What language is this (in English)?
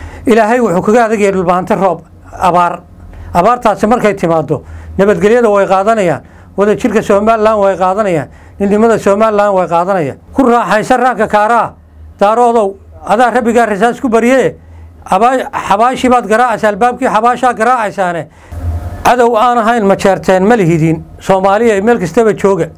Somali